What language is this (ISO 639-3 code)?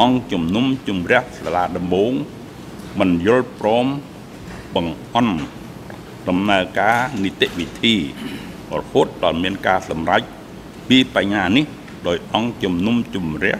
khm